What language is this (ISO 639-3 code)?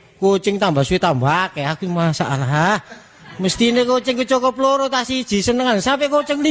jav